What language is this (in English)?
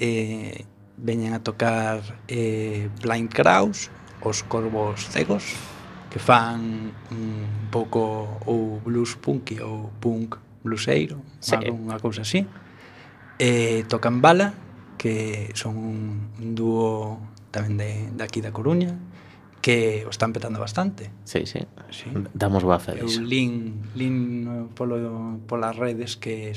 Galician